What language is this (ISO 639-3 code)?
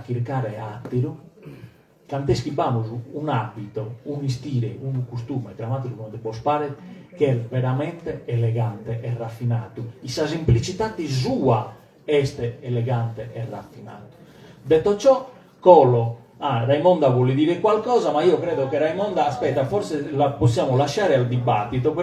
srd